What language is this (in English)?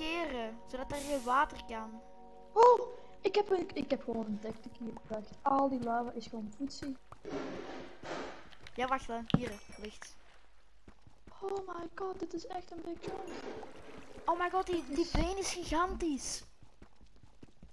Dutch